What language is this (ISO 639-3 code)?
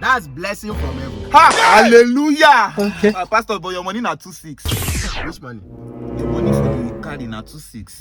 pcm